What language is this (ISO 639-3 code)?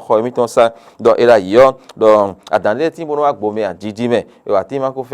fon